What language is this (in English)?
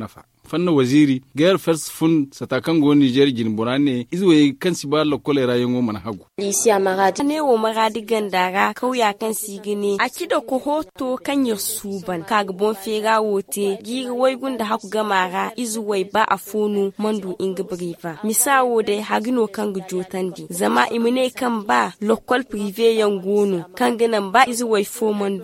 Zarma